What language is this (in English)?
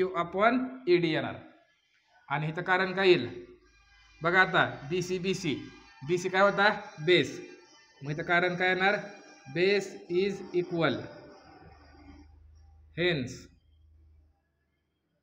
Marathi